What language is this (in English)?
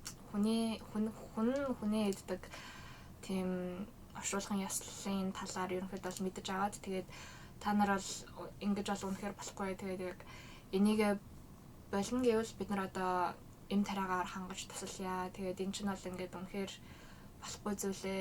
Mongolian